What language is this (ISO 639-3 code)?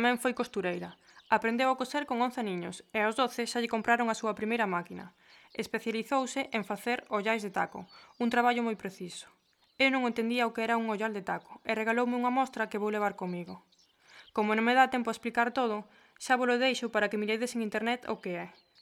glg